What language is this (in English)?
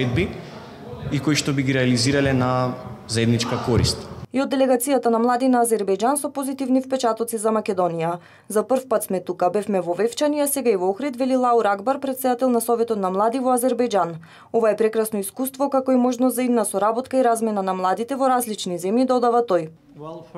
Macedonian